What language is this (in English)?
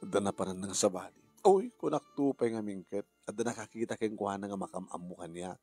Iloko